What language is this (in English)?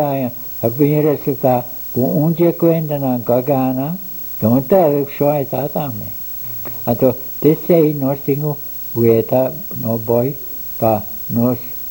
Papiamento